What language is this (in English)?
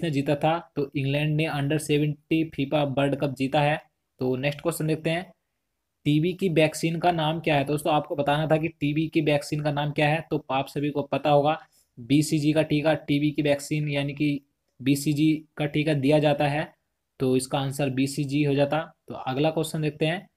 Hindi